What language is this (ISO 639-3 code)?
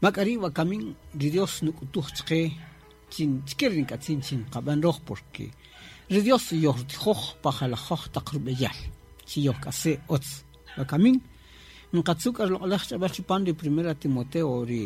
cak